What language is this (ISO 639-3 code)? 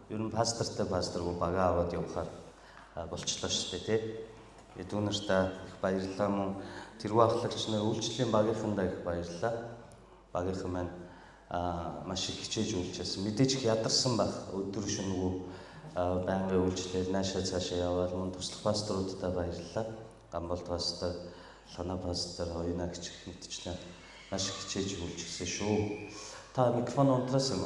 mon